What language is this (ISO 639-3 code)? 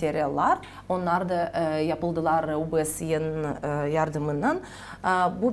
gag